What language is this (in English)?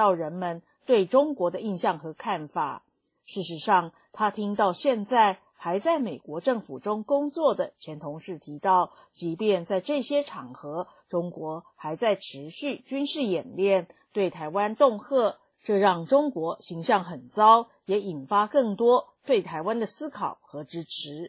Chinese